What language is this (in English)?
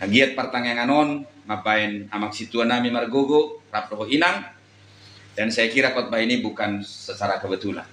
Batak Toba